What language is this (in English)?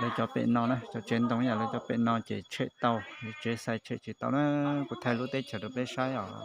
Hmong